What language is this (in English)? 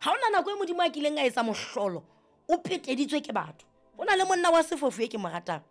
Southern Sotho